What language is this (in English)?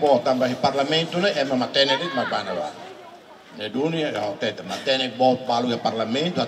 Tetum